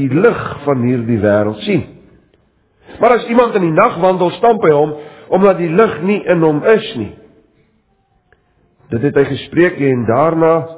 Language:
Afrikaans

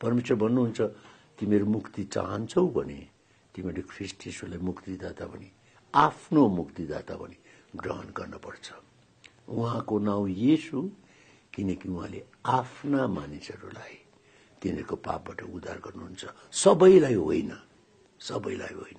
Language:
Nepali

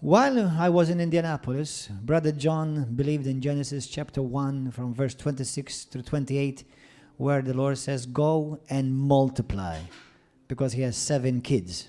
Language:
English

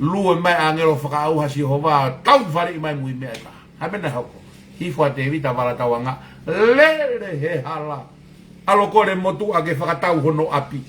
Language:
Tongan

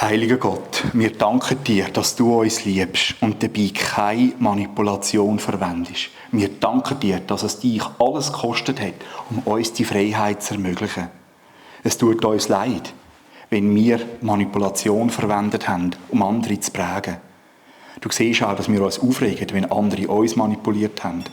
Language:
Swiss German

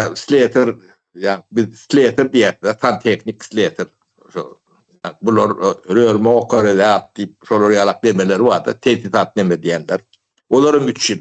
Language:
Turkmen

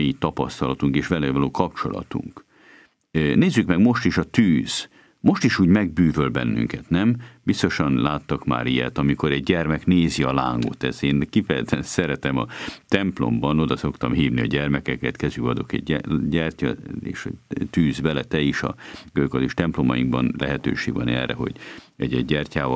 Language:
Hungarian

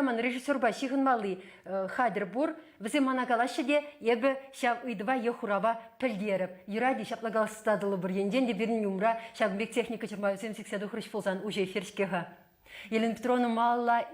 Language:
Chuvash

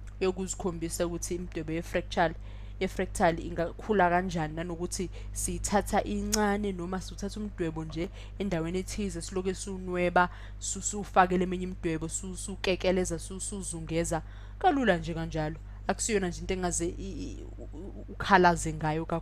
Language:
Zulu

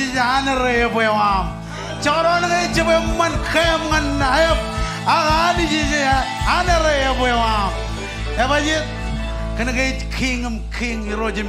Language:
Marshallese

